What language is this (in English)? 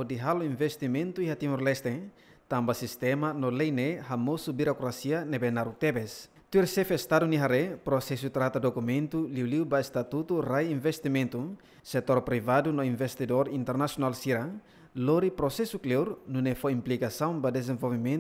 Tetum